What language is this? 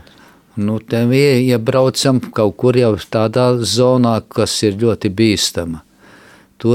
Latvian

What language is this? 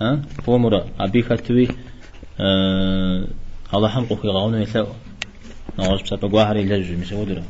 Kabardian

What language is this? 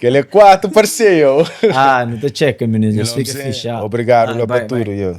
Kabuverdianu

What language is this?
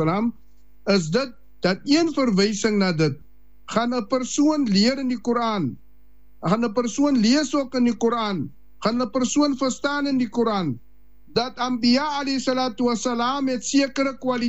Afrikaans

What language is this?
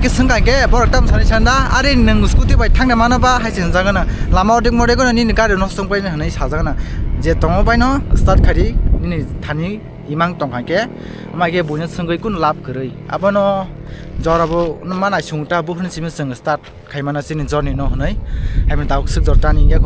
Kok Borok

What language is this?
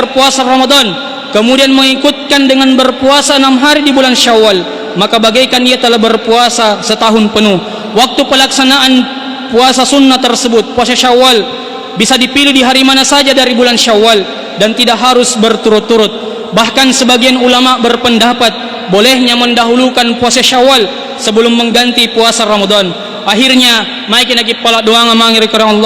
Makasar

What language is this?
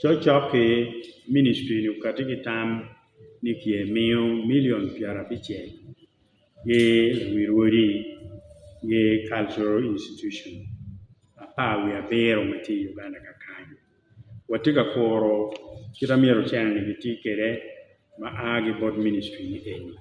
Acoli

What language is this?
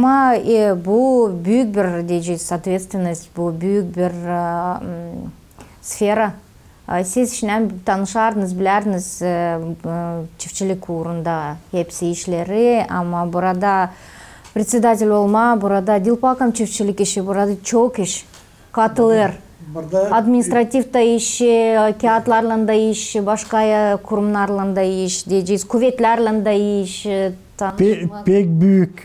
Gagauz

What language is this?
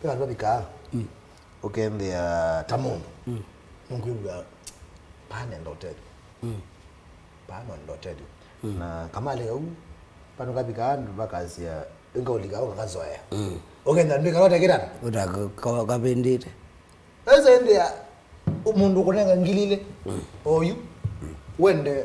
Kamba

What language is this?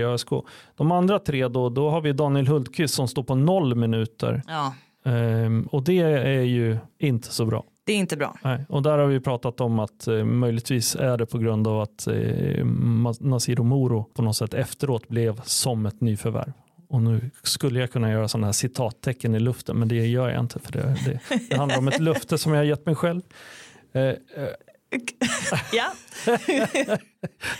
Swedish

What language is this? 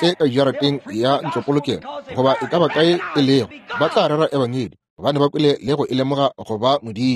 Northern Sotho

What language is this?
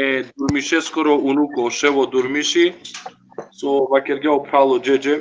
Balkan Romani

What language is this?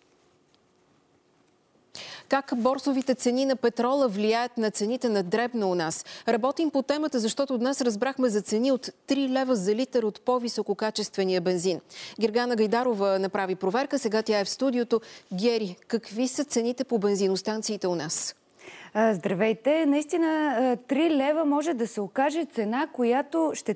Bulgarian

